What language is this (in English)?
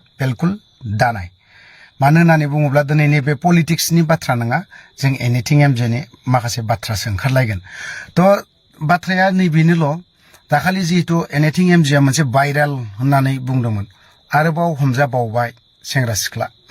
Bodo